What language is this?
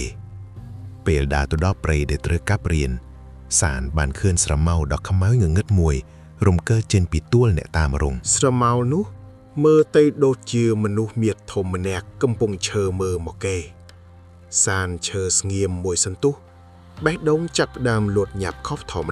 Khmer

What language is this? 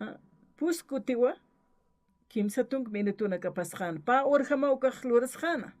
Aymara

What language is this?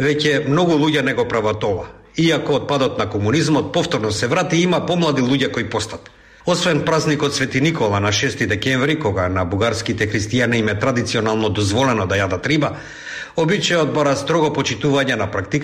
Macedonian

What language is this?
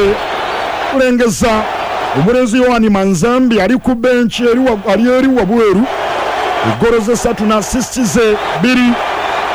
Ganda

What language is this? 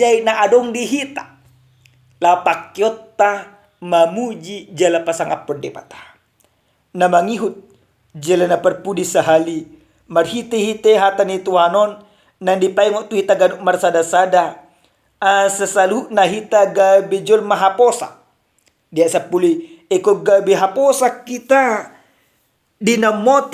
Batak Toba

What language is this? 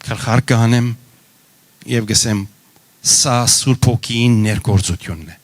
Western Armenian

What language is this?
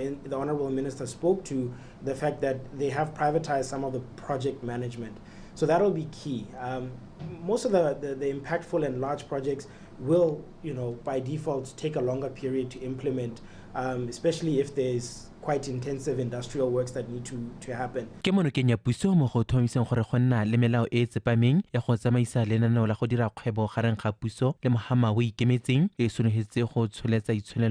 Tswana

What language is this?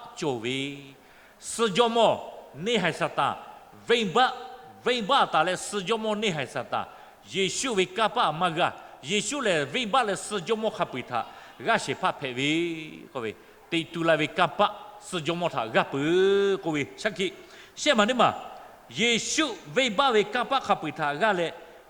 Lahu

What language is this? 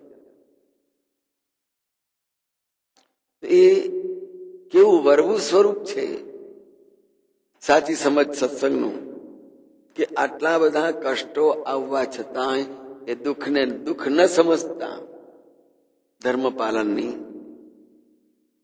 Gujarati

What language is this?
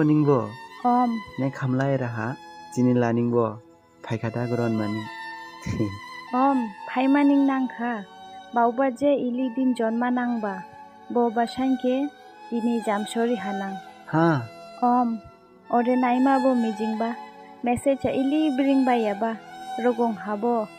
Dimasa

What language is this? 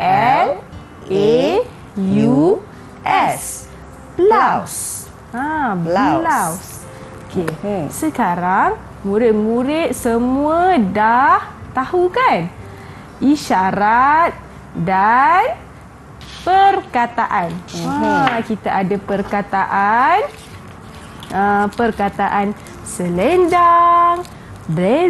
Malay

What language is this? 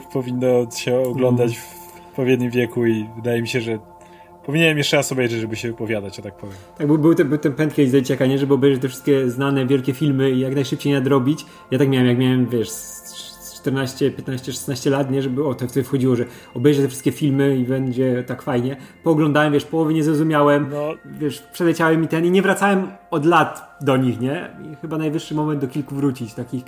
Polish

